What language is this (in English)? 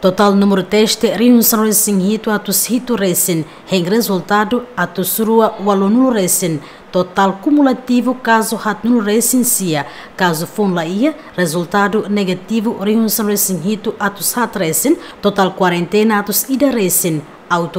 Tetum